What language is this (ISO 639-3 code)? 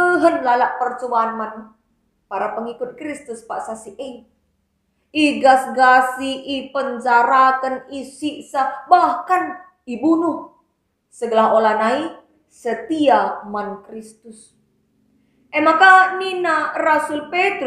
btx